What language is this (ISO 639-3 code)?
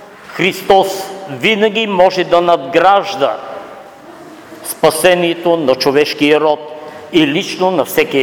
bul